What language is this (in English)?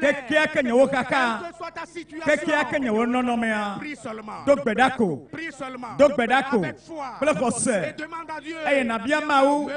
Ewe